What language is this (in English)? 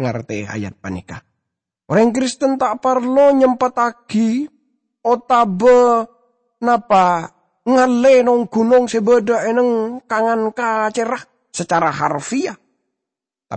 Madurese